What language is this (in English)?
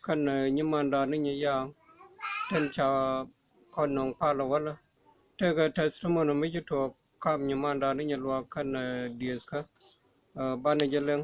Nuer